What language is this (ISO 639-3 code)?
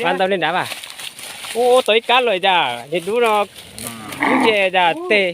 hmn